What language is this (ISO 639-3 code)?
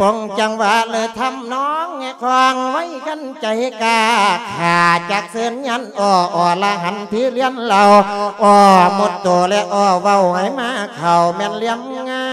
lao